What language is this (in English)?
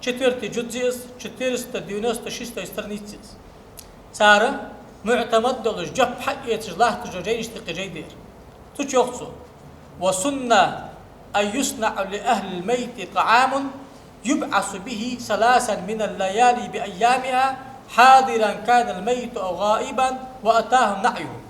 Ingush